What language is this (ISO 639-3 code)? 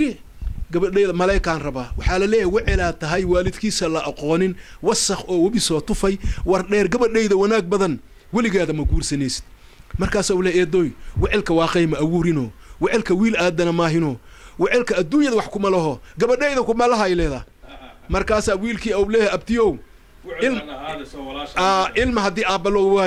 som